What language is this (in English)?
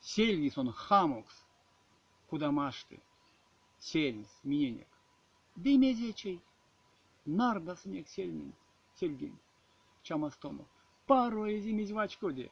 Erzya